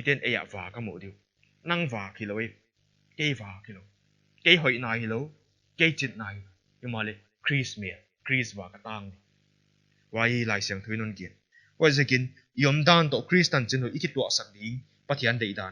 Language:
Paite Chin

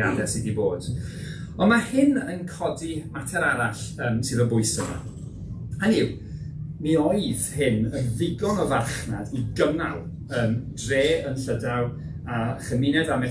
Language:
Welsh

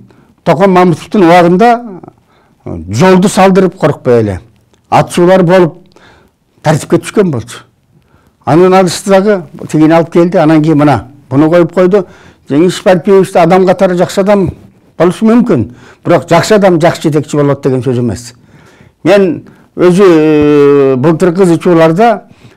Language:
Kyrgyz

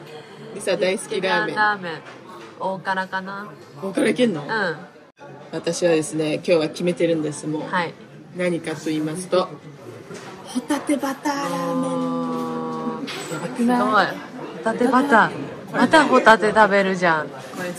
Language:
Japanese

